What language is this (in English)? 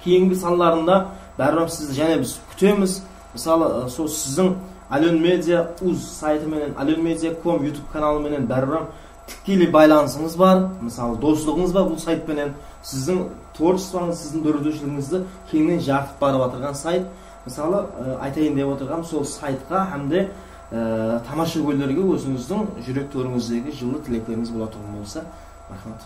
Kara-Kalpak